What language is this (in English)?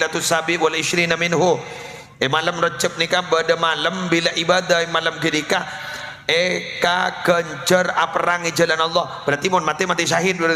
Madurese